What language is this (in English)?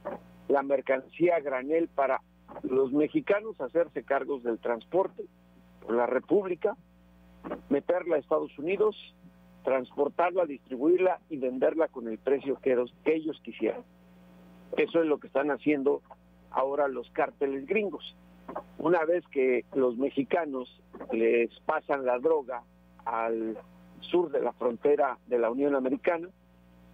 Spanish